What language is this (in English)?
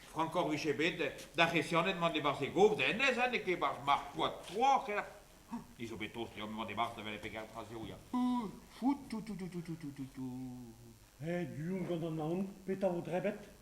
Breton